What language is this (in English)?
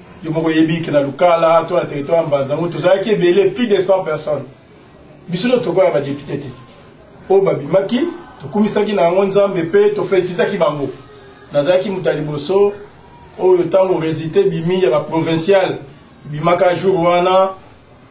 Lingala